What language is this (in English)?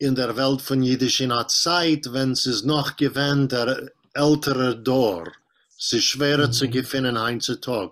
Yiddish